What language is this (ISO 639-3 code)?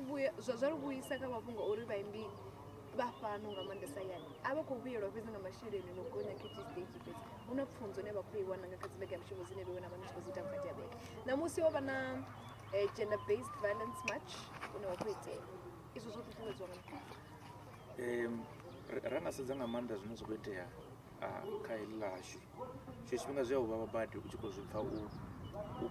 ven